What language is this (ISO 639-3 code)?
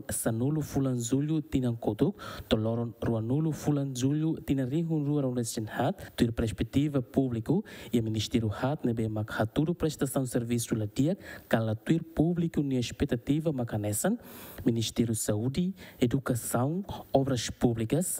tet